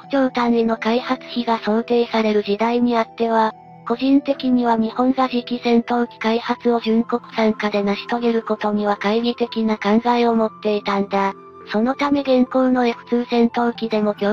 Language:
Japanese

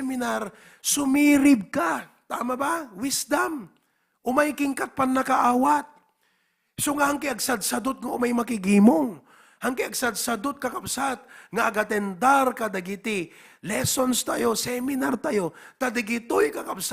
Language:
Iloko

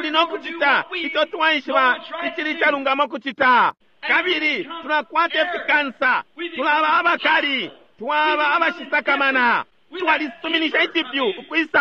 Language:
Bemba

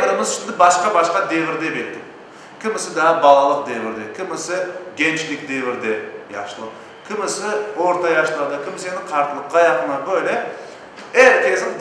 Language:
Crimean Tatar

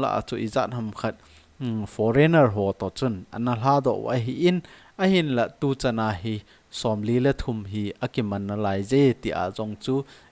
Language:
Thado Chin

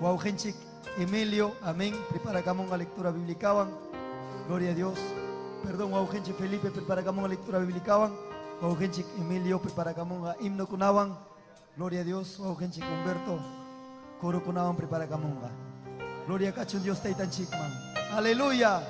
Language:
Ayacucho Quechua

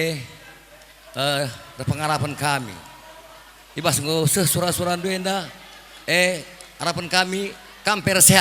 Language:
Batak Karo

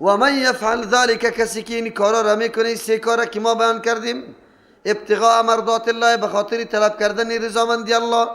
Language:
Persian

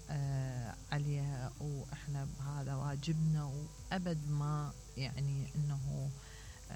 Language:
Mesopotamian Arabic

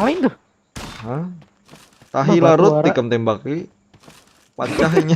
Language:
Banjar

